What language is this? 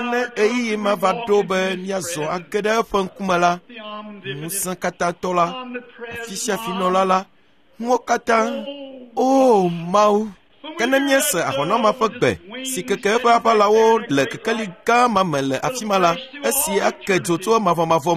Ewe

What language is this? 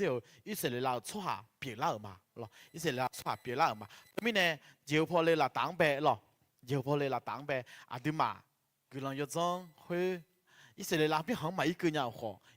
Akha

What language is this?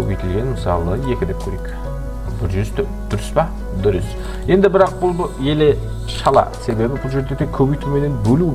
Kara-Kalpak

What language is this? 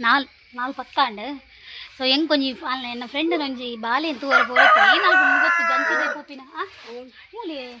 Tulu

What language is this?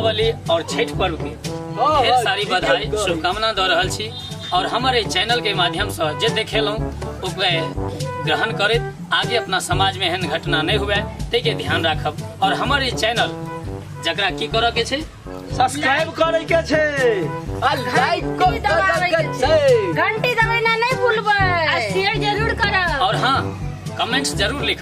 Maithili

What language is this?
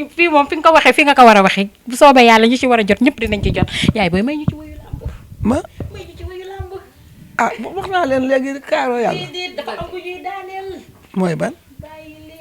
Wolof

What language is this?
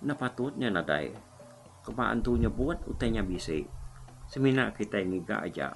Iban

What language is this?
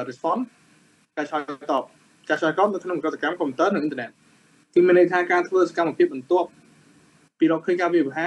Khmer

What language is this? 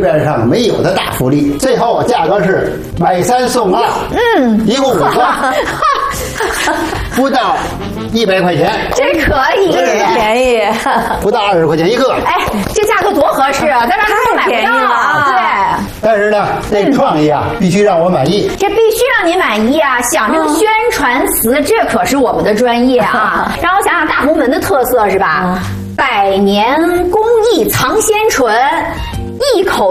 Chinese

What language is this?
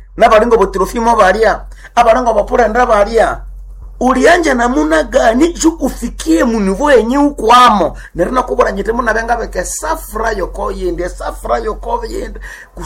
Nande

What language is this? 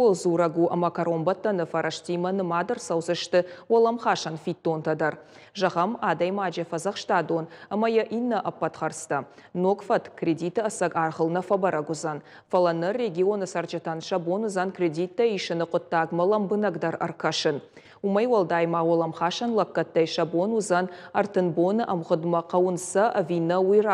Ossetic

